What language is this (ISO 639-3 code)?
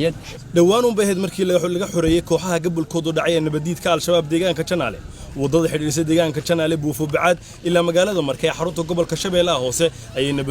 som